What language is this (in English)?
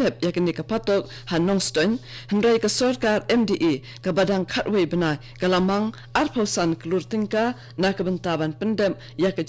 Khasi